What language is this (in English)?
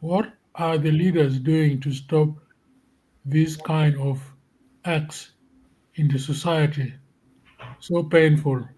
Acoli